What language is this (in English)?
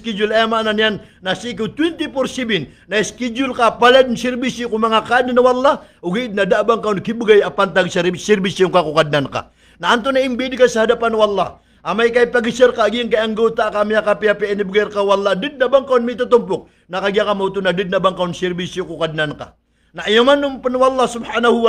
Maranao